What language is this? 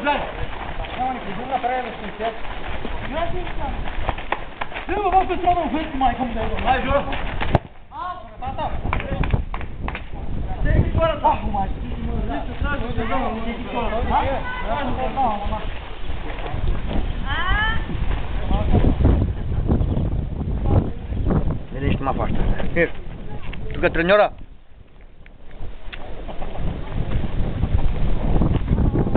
Bulgarian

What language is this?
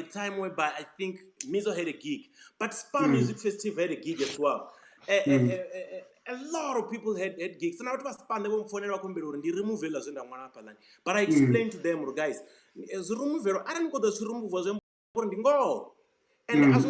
Venda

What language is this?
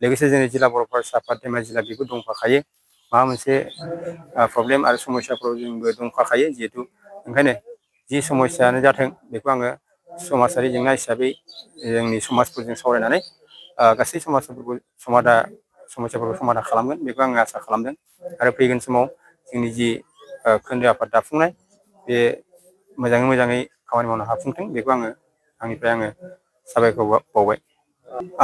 Bodo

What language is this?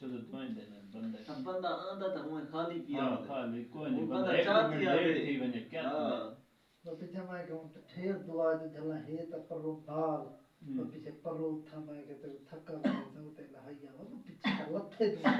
Saraiki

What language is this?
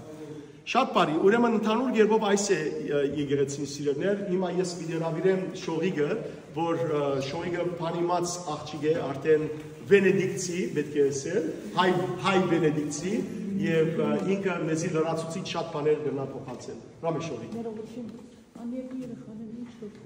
Western Armenian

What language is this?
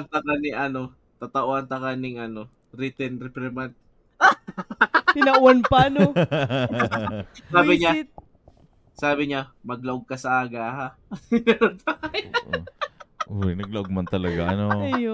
Bikol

